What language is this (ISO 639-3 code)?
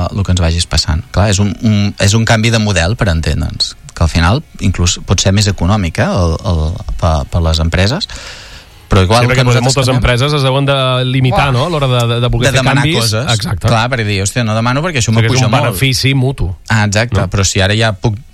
cat